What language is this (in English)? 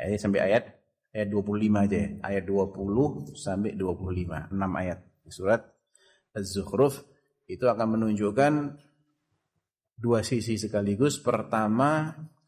Indonesian